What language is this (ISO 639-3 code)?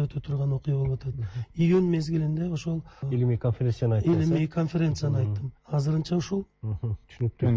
kir